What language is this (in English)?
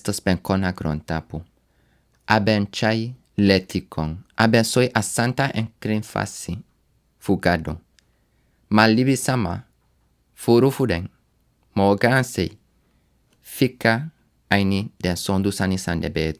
Sranan Tongo